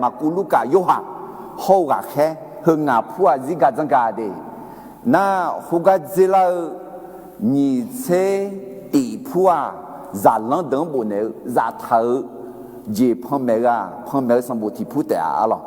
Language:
Akha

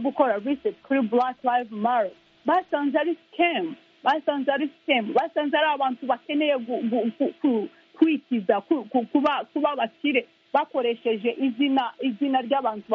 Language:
Kinyarwanda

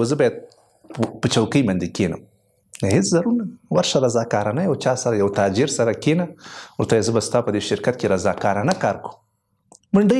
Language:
Pashto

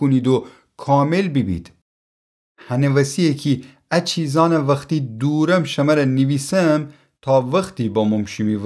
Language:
Gilaki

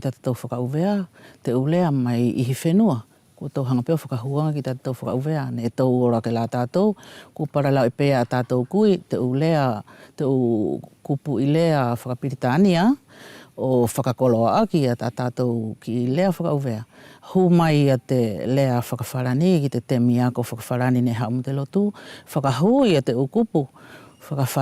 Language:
Wallisian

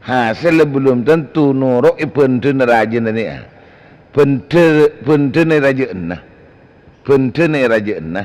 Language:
Madurese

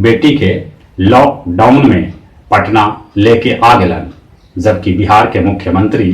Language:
Magahi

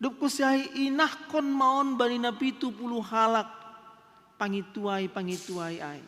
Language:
Batak Simalungun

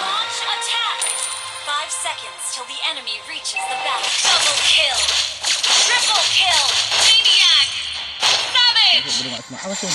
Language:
Madurese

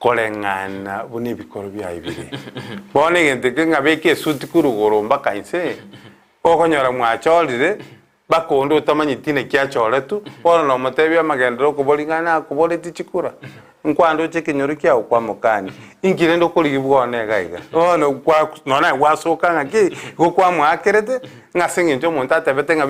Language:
Gusii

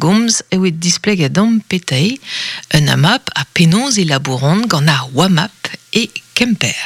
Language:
Breton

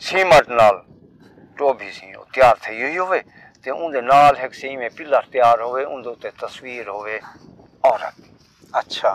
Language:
Saraiki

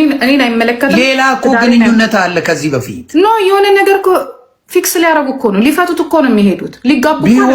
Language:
Amharic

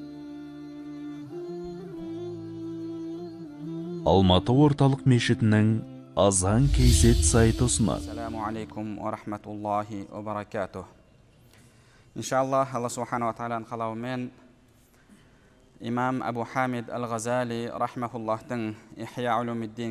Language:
Kazakh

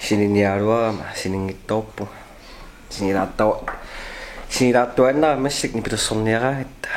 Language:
Kalaallisut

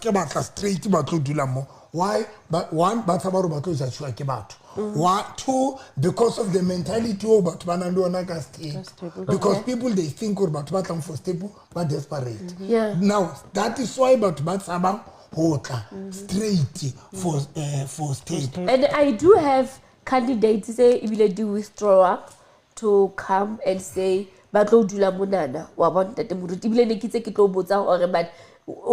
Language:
Southern Sotho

